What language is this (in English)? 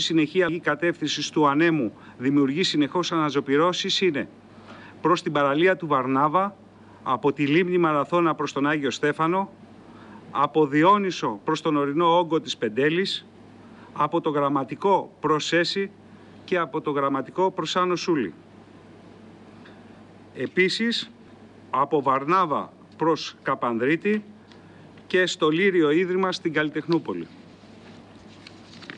Greek